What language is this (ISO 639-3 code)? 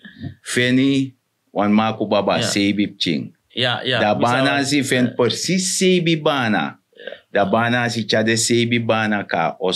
srn